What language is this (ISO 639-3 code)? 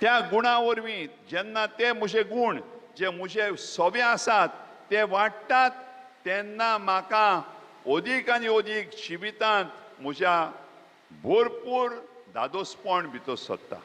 kok